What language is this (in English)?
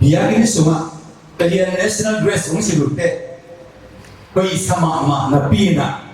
Tedim Chin